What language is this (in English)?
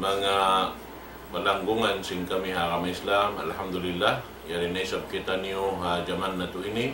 Tausug